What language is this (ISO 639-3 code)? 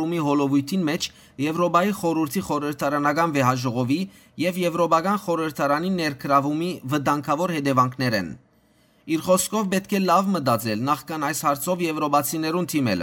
hyw